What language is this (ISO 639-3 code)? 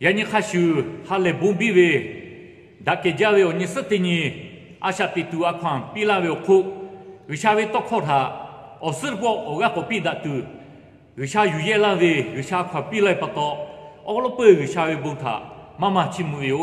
lhu